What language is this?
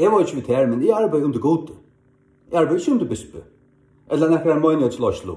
Faroese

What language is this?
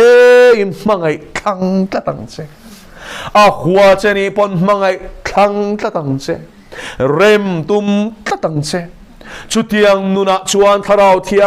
Mizo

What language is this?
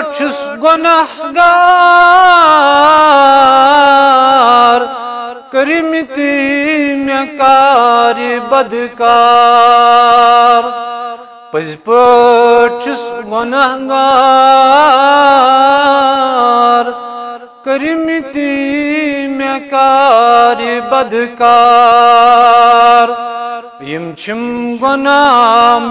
Kashmiri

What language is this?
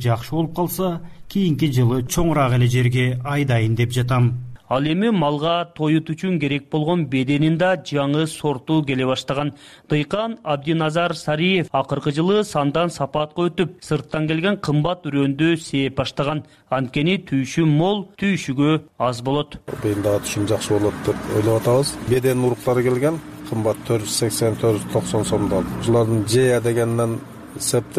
Kyrgyz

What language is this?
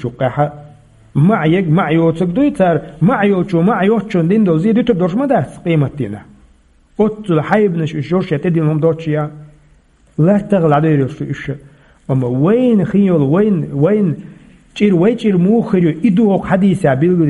Chechen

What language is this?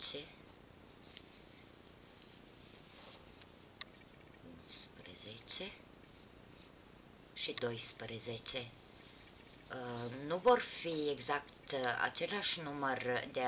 Romanian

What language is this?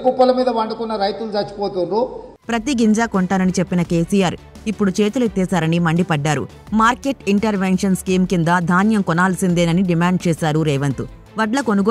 Telugu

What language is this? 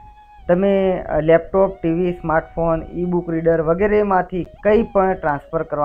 Gujarati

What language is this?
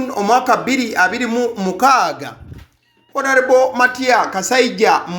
Ganda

